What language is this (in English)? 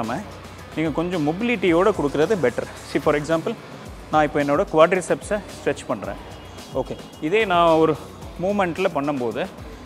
Tamil